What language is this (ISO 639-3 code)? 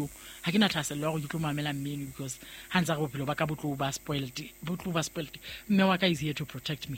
sot